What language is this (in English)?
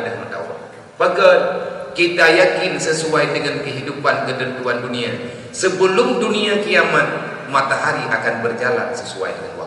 Achinese